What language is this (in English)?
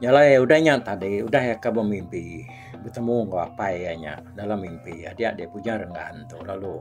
Iban